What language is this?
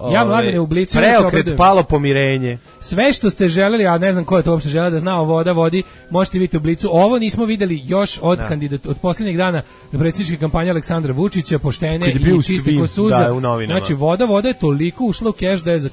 Serbian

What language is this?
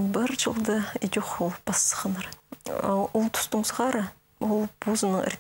Khakas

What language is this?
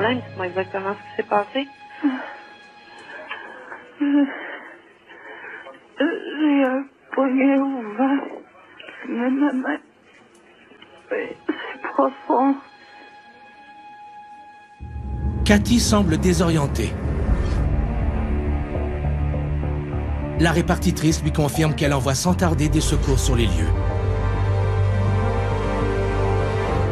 French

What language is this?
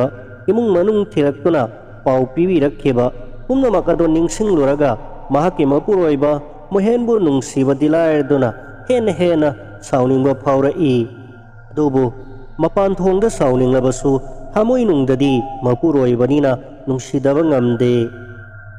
Manipuri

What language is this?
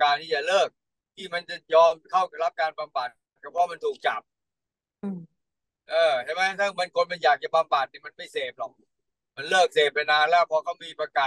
Thai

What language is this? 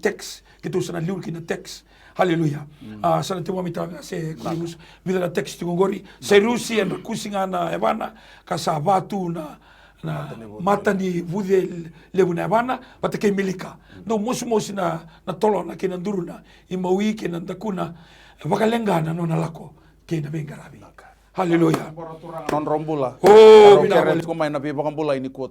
Fijian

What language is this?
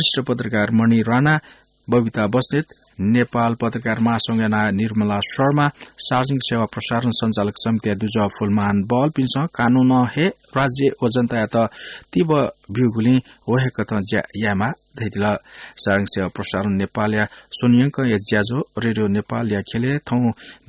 Newari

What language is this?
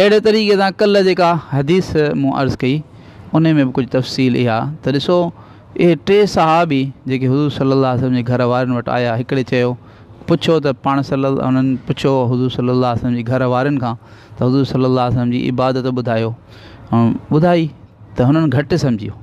Sindhi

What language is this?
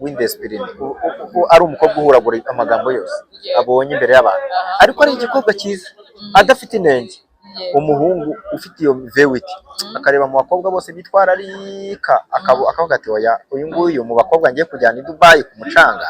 Kinyarwanda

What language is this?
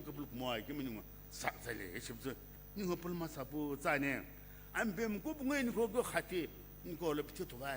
Sumi Naga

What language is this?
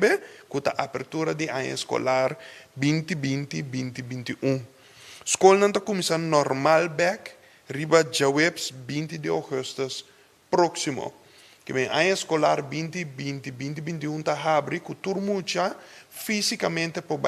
Papiamento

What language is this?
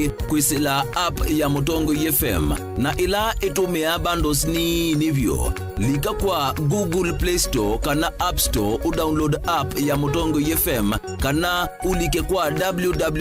Kamba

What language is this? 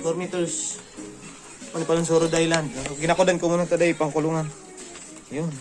Bikol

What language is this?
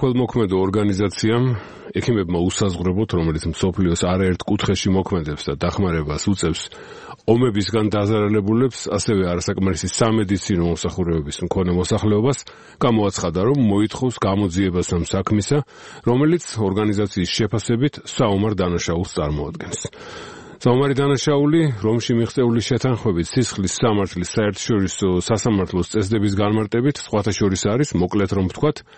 Georgian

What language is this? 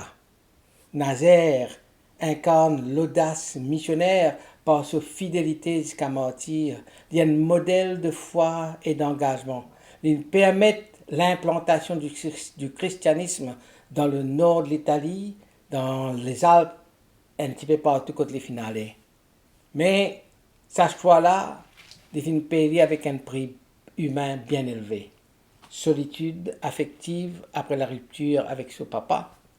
Morisyen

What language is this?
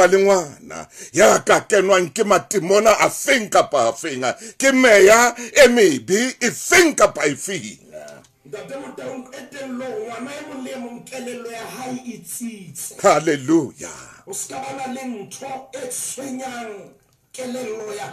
Southern Sotho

